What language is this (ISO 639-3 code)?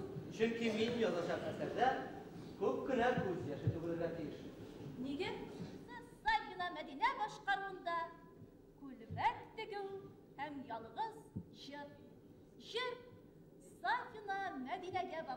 bak